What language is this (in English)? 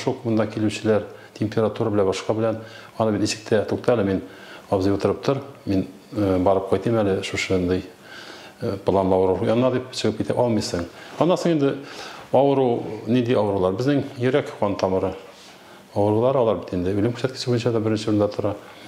Tatar